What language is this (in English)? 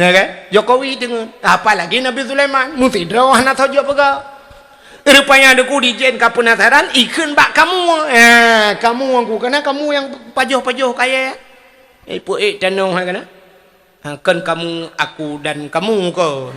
Achinese